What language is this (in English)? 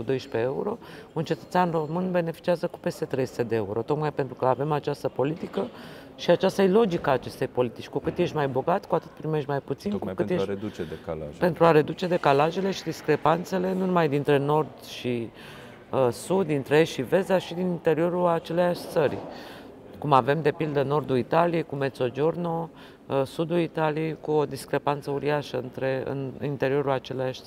Romanian